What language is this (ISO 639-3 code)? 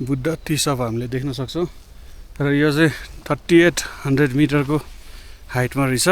nep